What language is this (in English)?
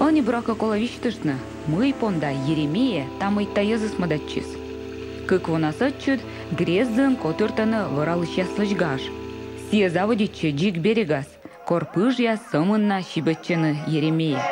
Komi